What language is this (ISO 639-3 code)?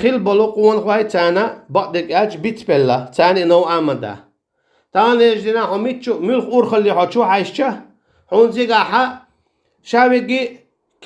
che